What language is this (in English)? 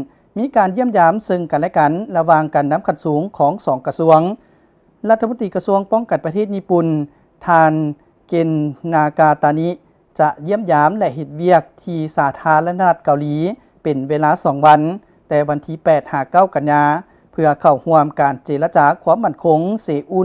Lao